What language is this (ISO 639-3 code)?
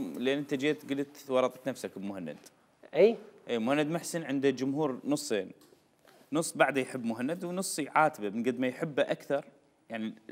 acm